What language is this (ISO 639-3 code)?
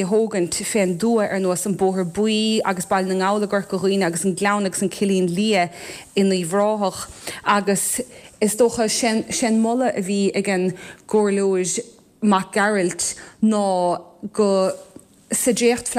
gle